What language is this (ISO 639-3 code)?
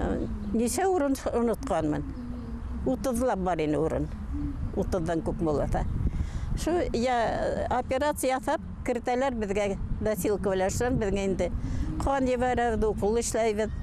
bak